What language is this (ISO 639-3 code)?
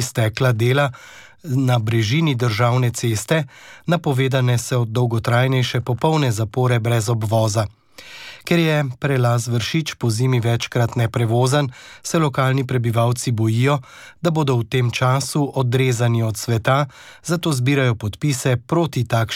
slv